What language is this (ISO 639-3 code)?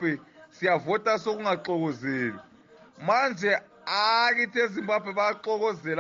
nde